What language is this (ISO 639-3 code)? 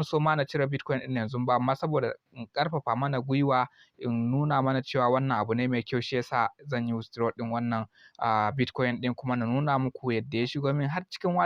hau